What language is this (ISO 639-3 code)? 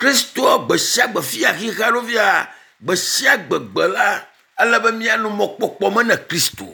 ewe